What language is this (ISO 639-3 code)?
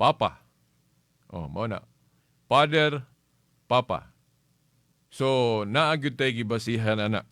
ceb